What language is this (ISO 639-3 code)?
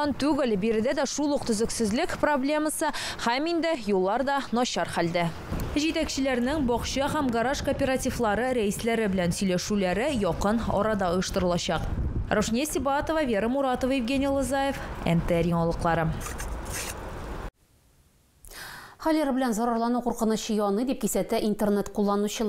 tat